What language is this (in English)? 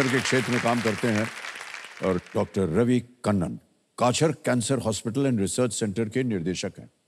Hindi